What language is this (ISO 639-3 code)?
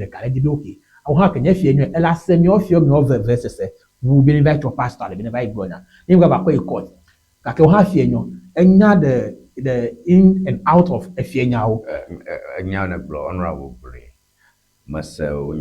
ewe